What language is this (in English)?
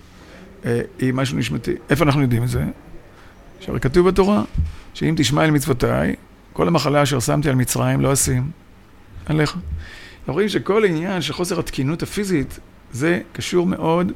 Hebrew